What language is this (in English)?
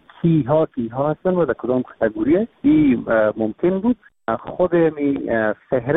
Persian